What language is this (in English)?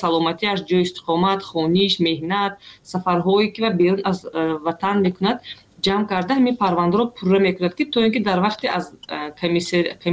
Tajik